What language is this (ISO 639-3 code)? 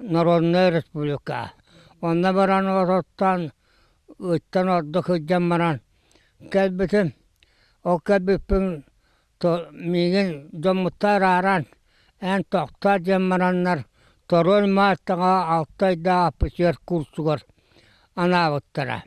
sah